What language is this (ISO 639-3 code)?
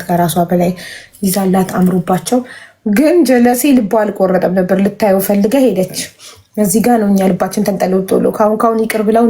amh